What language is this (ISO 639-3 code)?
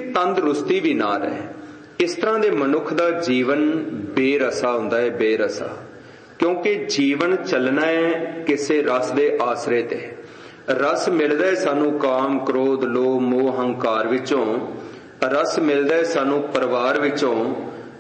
pan